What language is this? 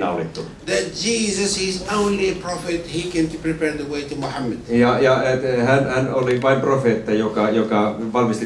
Finnish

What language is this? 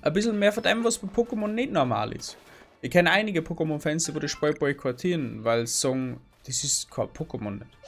Bavarian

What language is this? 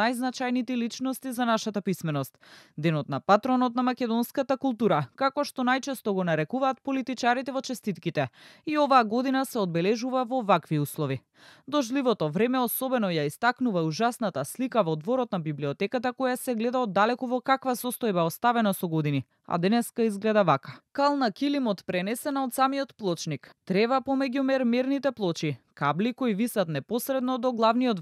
Macedonian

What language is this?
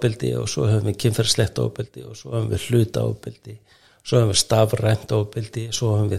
Icelandic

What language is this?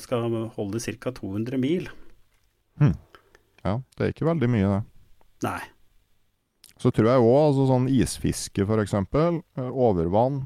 Norwegian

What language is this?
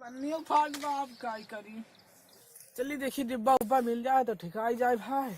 Awadhi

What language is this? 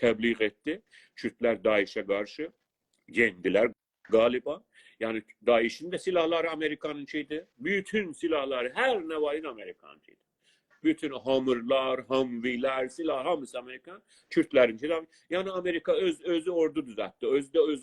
South Azerbaijani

